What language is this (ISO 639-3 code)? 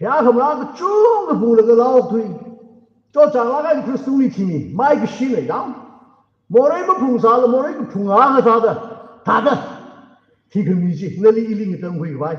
nmf